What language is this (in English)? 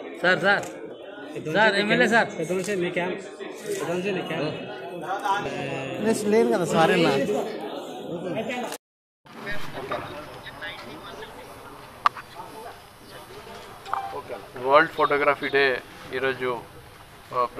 Telugu